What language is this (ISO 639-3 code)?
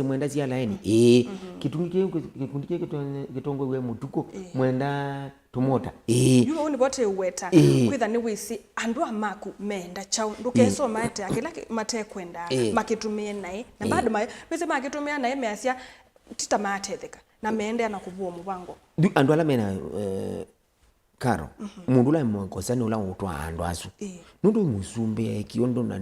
kam